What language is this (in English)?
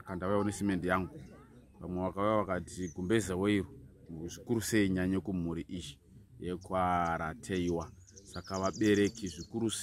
Shona